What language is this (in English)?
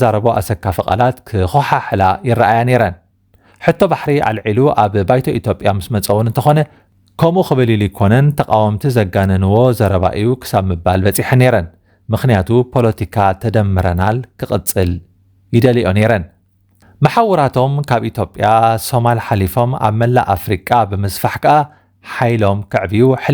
Tigrinya